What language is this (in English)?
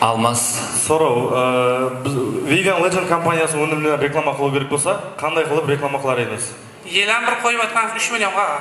Kara-Kalpak